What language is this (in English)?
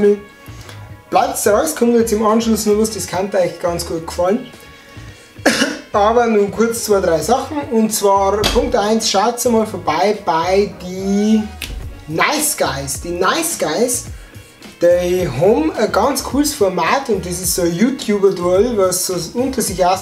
Bavarian